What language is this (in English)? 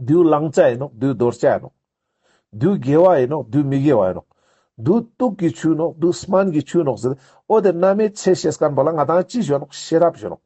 Ladakhi